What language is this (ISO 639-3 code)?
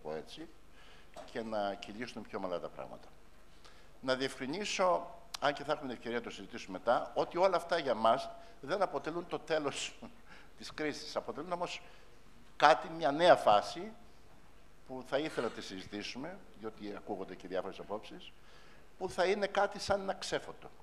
ell